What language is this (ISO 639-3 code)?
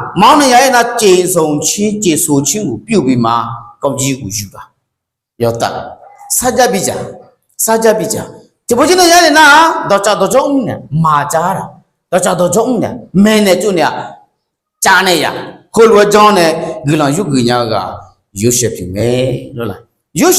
ahk